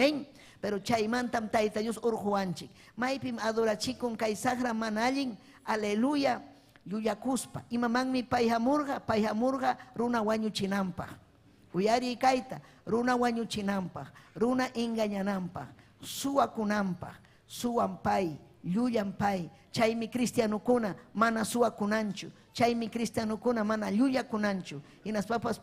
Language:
Ayacucho Quechua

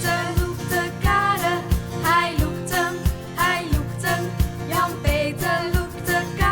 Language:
Western Frisian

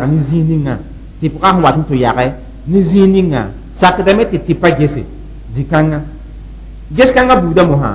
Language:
Mossi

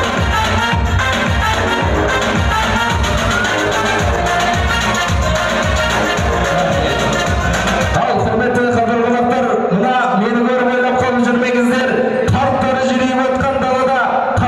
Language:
Kazakh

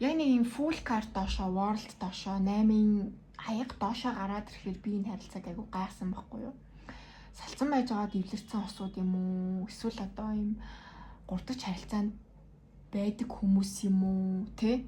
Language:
Mongolian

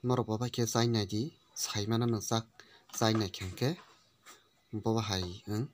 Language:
Kok Borok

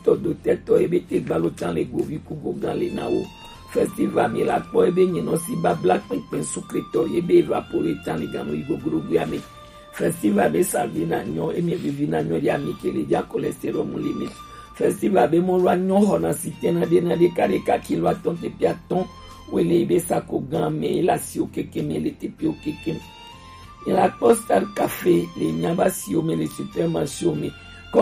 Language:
Gen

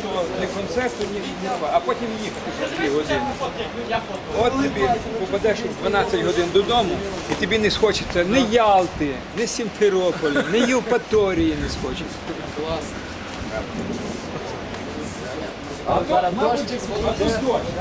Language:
Ukrainian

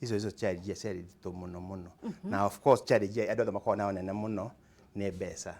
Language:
Kikuyu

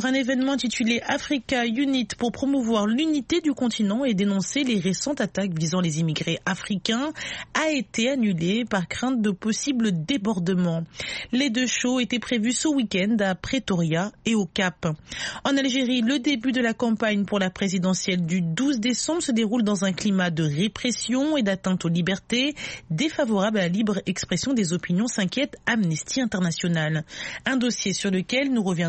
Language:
French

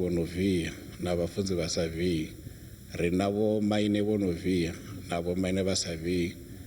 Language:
Venda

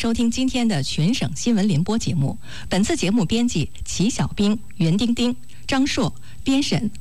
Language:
Chinese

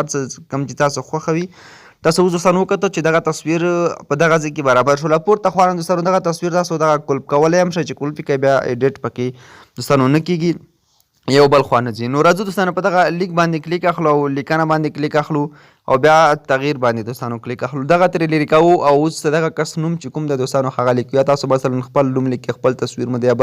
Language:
Pashto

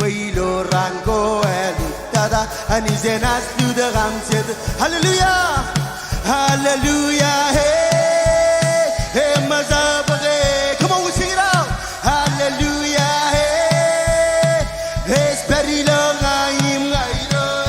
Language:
Marshallese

